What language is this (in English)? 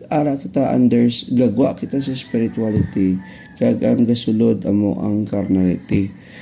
Hiligaynon